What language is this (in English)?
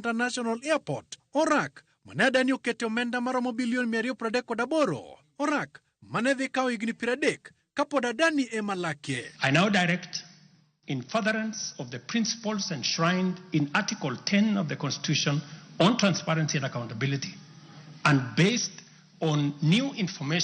Luo (Kenya and Tanzania)